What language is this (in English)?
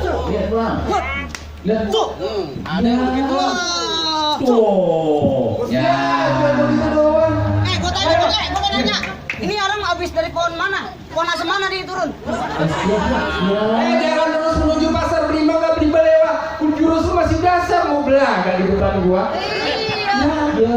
Betawi